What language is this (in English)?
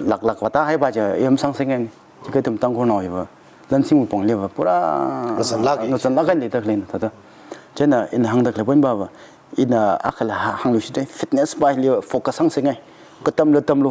Tangkhul Naga (India)